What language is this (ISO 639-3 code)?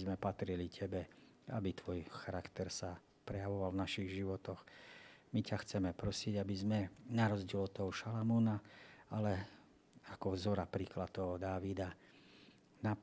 slk